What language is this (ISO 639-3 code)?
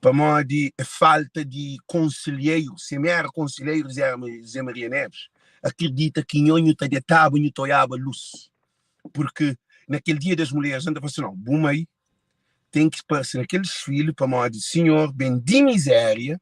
kea